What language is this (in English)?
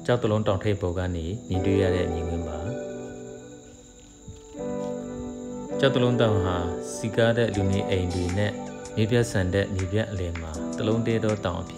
Burmese